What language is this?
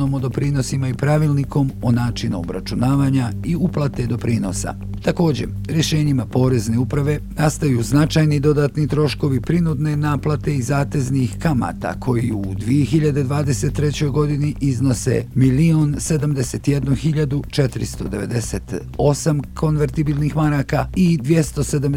Bosnian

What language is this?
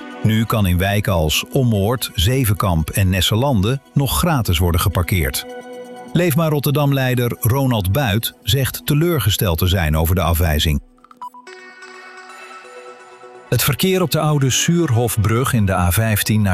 Dutch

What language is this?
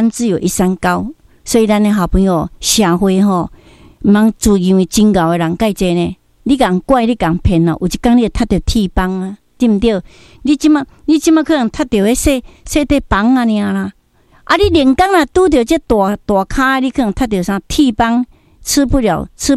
Min Nan Chinese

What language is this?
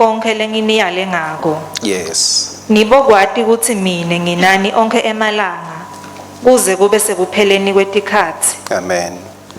Swati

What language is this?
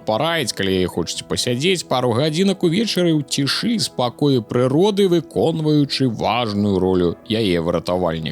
Belarusian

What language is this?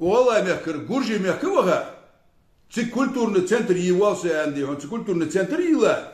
Ingush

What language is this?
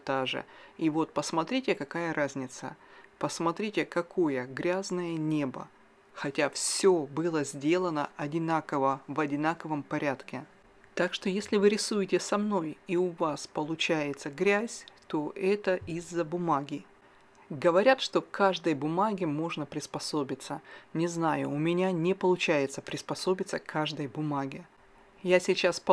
Russian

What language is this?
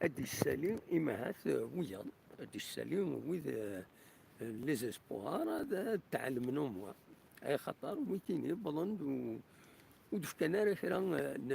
Kabyle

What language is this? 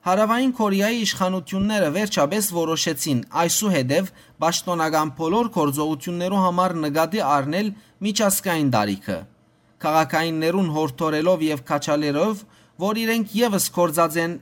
Western Armenian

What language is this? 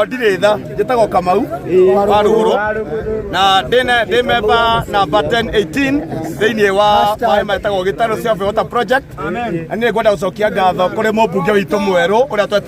Kikuyu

